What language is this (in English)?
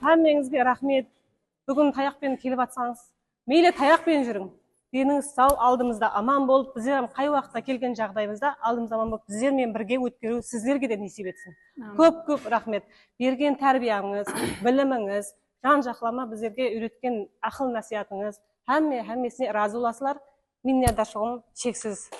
Kara-Kalpak